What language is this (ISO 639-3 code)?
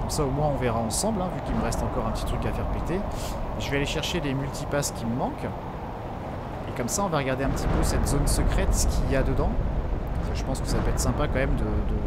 fra